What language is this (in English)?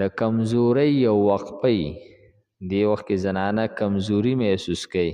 Pashto